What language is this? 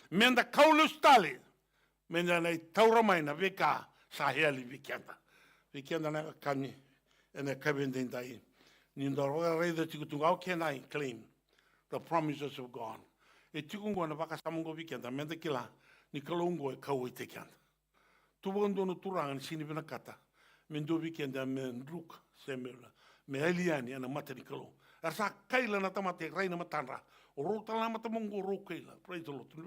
Fijian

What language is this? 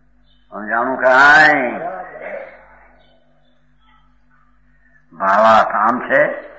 Gujarati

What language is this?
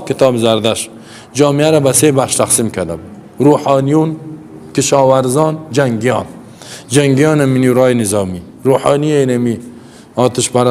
Persian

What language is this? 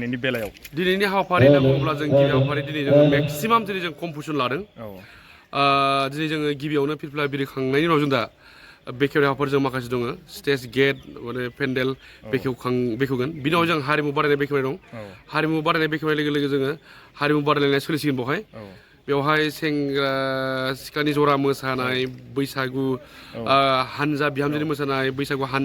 Bodo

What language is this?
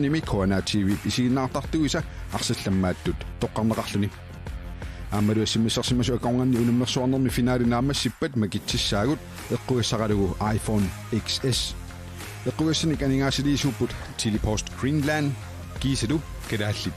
Kalaallisut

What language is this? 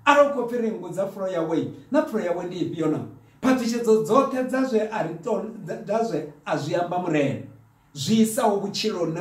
Venda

